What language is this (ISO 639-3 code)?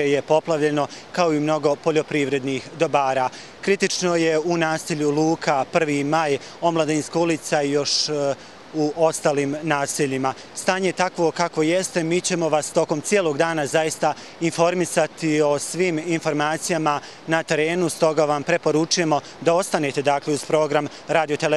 bos